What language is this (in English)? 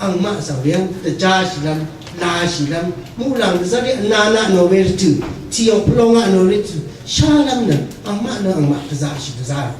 Rawang